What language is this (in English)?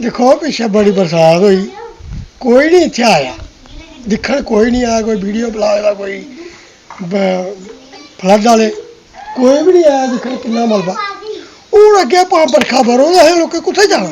Dogri